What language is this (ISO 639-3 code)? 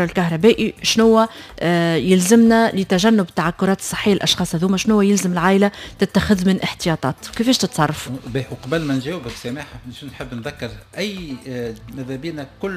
aeb